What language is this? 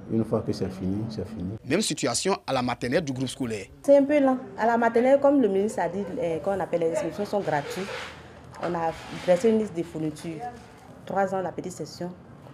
French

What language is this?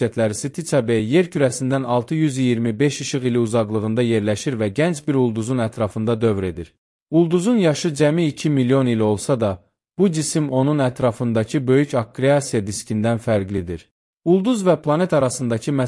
Azerbaijani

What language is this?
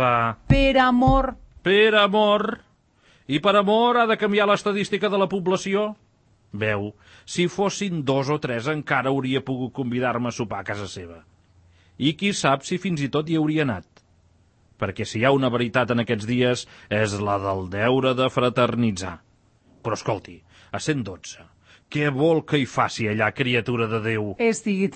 Catalan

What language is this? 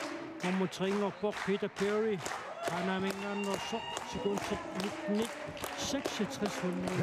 Kalaallisut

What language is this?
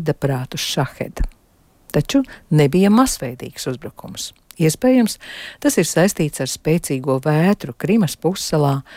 Latvian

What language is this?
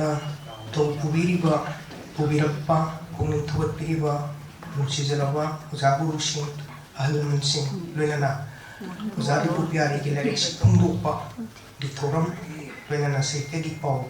Manipuri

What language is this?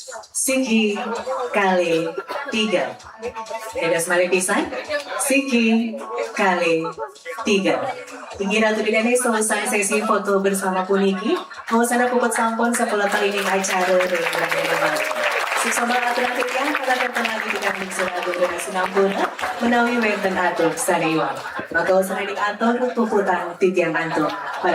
Balinese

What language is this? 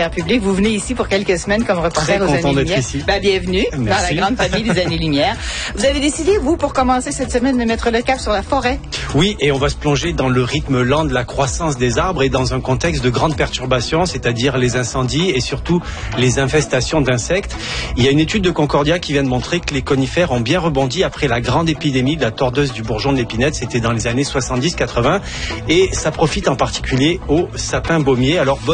French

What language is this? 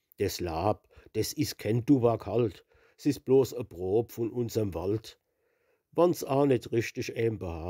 Palatine German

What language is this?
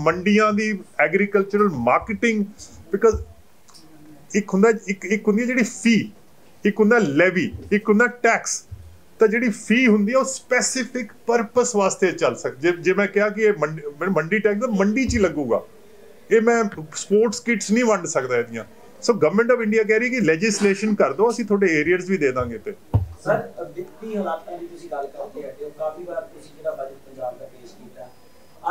Punjabi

